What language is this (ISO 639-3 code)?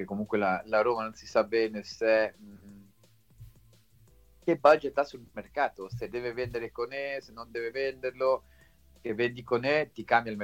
ita